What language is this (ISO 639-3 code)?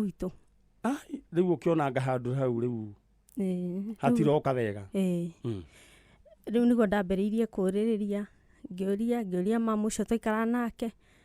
kik